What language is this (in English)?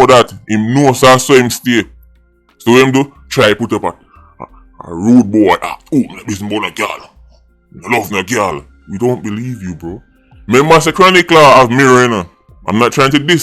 Jamaican Creole English